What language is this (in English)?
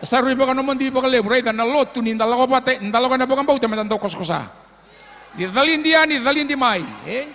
Fijian